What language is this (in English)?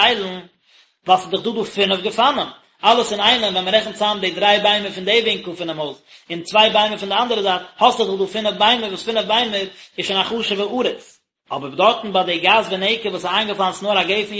Yiddish